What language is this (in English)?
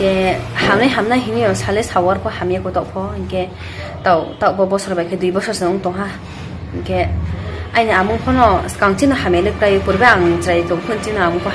Riang (India)